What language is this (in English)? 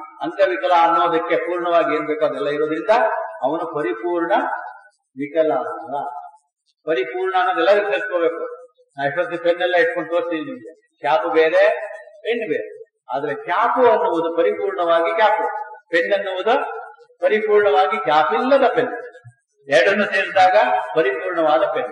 Kannada